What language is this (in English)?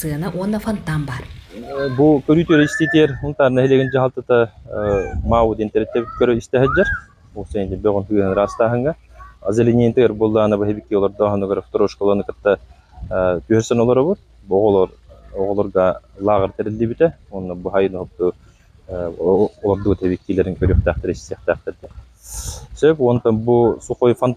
Yakut